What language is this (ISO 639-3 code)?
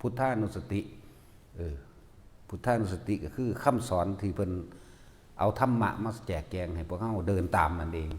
tts